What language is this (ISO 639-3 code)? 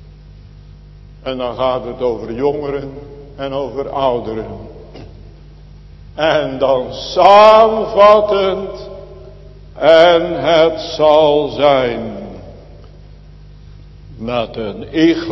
nld